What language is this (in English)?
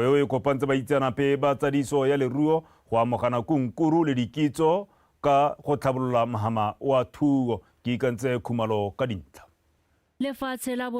Tswana